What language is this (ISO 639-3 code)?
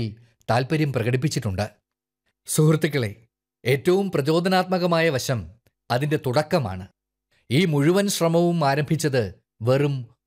mal